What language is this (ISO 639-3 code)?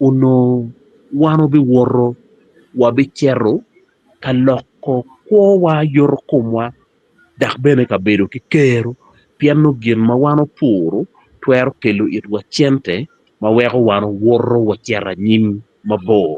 ach